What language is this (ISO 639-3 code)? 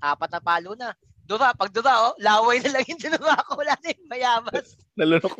fil